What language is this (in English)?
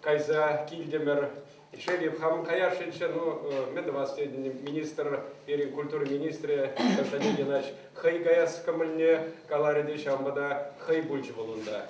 Chuvash